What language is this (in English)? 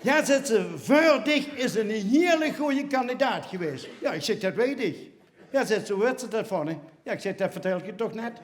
Limburgish